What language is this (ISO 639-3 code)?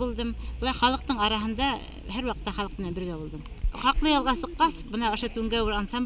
bak